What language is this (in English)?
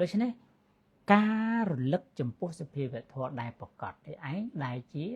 Khmer